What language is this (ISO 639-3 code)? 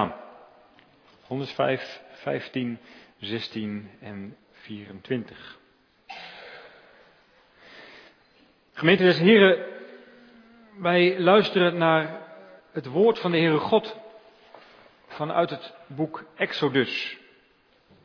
nld